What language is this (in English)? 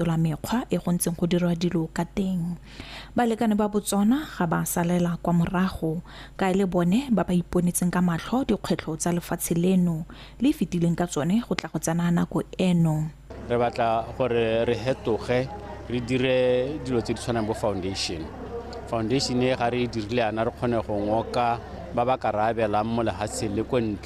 Tswana